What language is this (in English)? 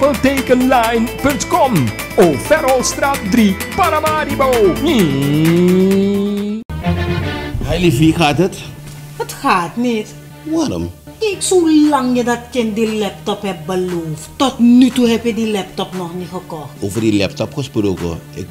Dutch